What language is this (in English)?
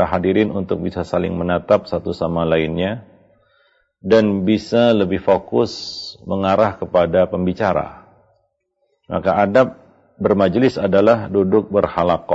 Indonesian